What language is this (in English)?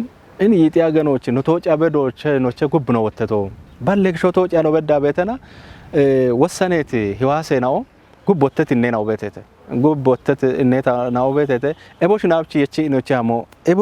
Kafa